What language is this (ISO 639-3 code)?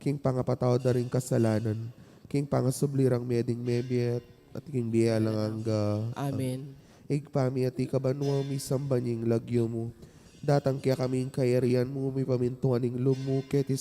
pam